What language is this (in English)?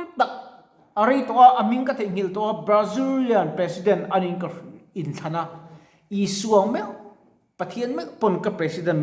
Mizo